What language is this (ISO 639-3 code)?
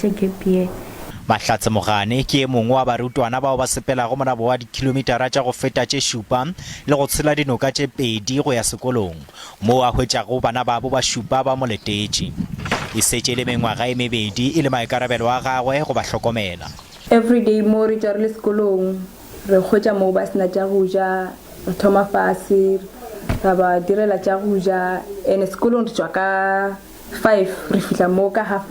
nso